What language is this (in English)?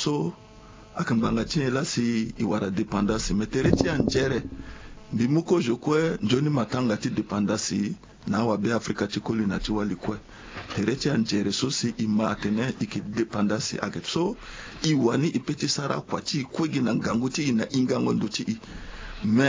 Sango